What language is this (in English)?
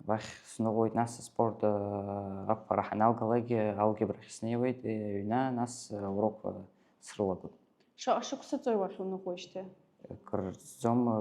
Abkhazian